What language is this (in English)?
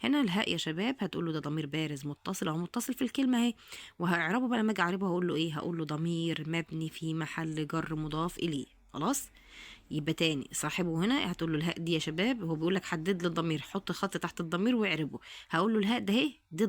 Egyptian Arabic